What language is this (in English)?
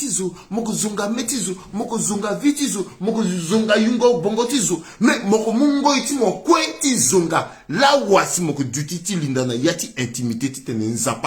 Sango